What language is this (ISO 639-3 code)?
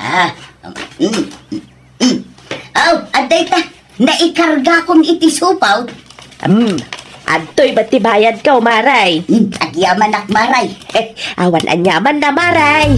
ilo